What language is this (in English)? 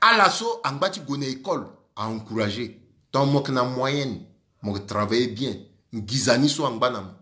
Sango